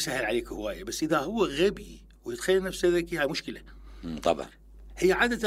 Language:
Mesopotamian Arabic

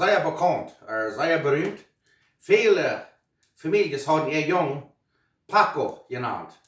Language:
Plautdietsch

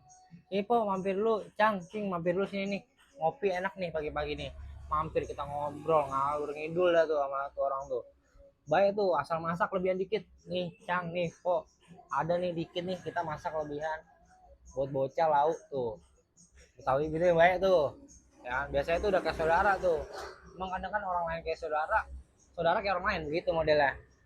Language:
Betawi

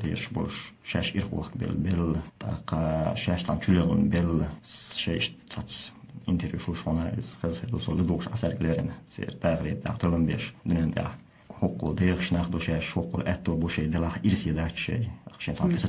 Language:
Chechen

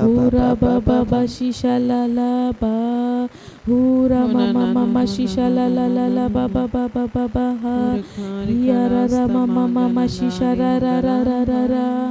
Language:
Tem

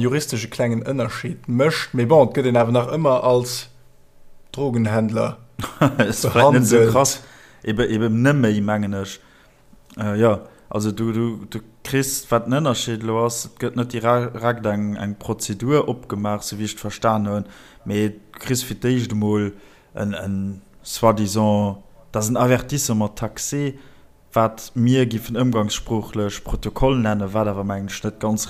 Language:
Luxembourgish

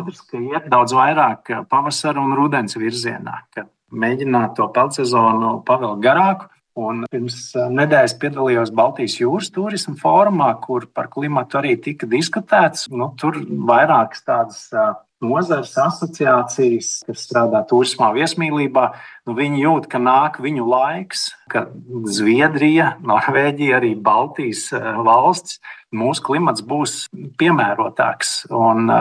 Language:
Latvian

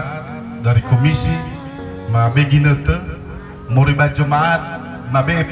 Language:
Nias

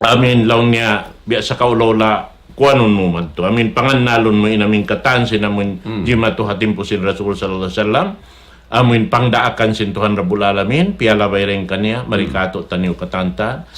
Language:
Tausug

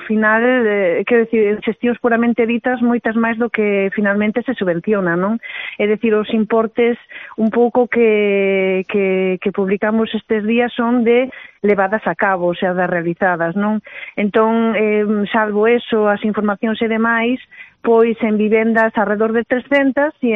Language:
Galician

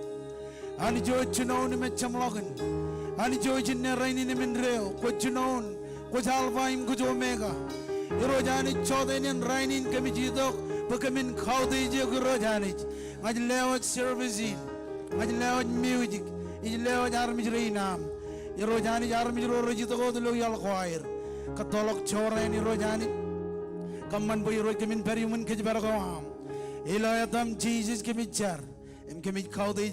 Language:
Marshallese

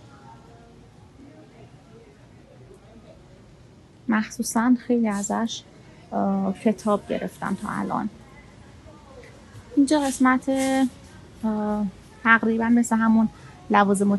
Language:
Persian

